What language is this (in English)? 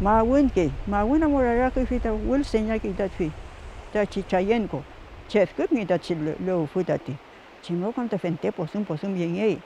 Mapuche